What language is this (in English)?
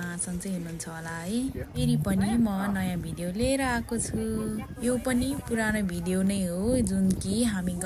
Nepali